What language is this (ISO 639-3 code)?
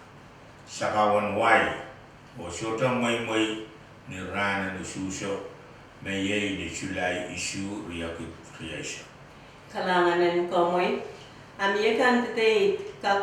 pon